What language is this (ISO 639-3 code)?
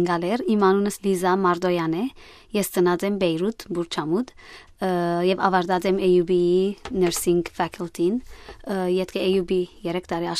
hyw